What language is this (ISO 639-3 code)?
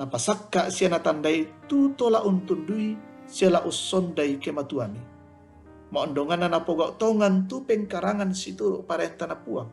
sda